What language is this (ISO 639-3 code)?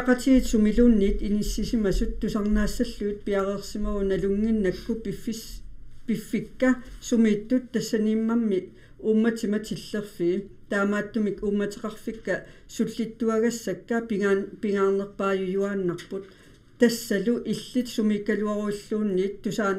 kal